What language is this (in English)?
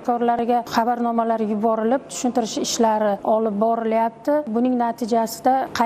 Uzbek